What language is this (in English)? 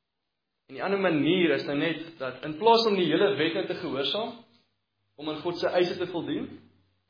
Afrikaans